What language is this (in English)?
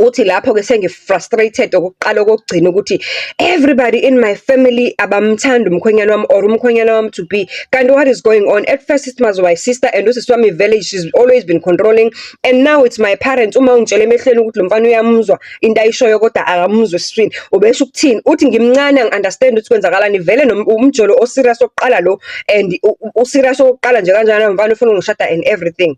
Zulu